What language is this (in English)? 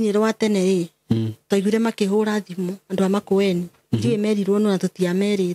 Kikuyu